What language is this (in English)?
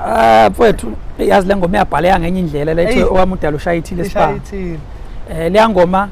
Zulu